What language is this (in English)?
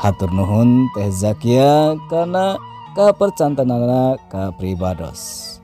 Sundanese